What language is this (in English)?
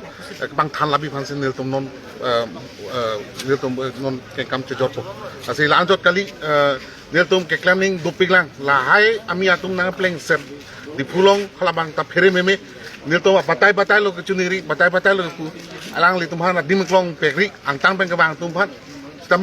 Karbi